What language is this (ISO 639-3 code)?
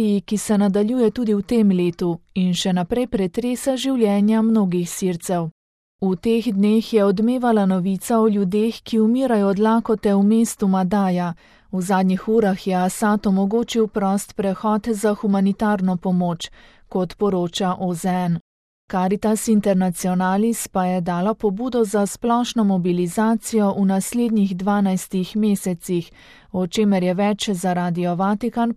slv